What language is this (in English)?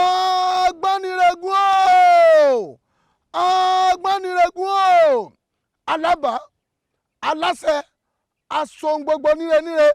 Yoruba